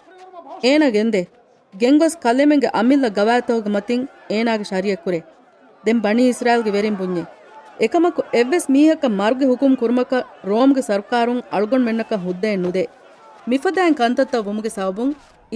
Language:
Divehi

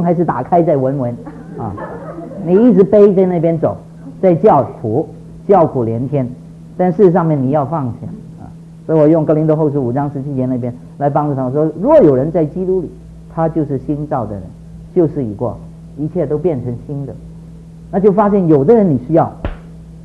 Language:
Chinese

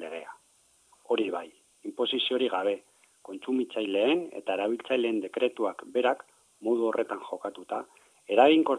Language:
Basque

